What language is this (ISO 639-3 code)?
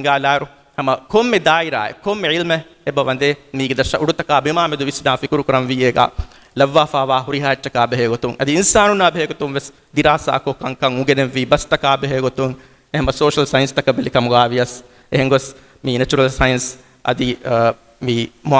div